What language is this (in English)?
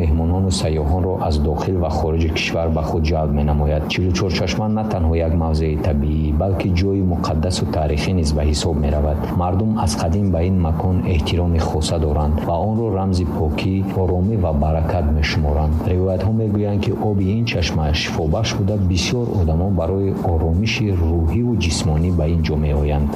Tajik